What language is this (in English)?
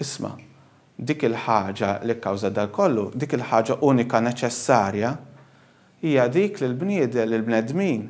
Maltese